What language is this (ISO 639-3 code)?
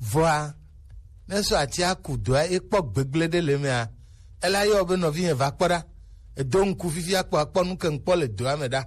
gej